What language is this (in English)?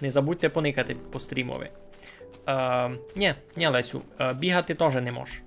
Rusyn